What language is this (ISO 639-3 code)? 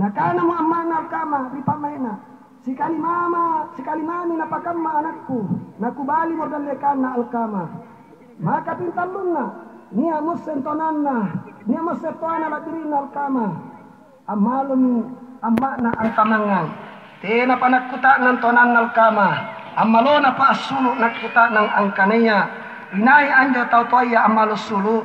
mak